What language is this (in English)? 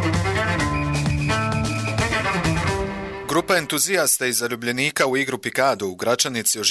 Bosnian